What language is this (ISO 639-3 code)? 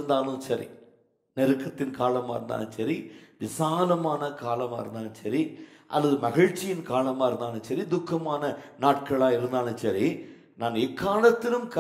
tam